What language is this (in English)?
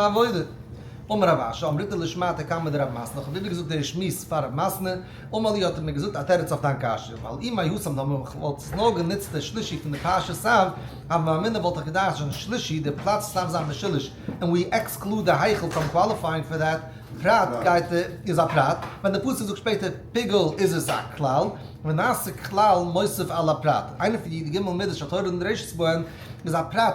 Yiddish